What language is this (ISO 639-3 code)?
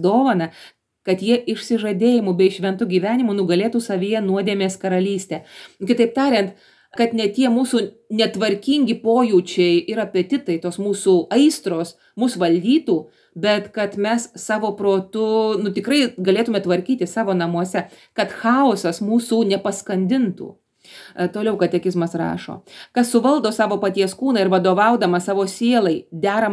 lit